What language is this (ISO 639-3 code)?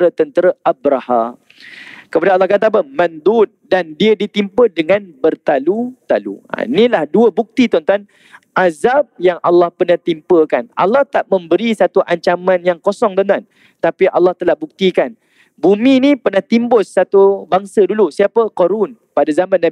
msa